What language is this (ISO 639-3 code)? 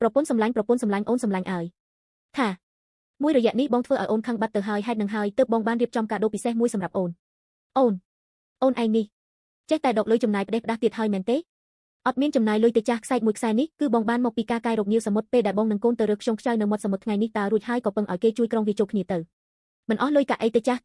khm